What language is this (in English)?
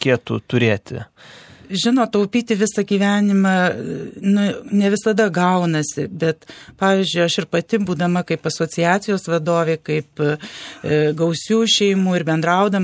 Lithuanian